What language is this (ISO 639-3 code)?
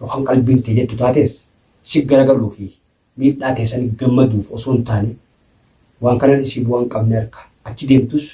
orm